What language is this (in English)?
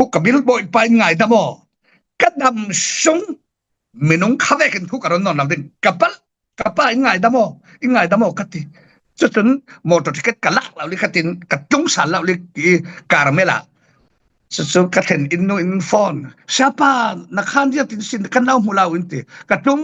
Falam Chin